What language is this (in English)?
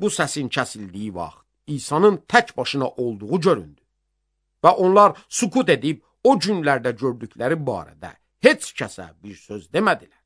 Azerbaijani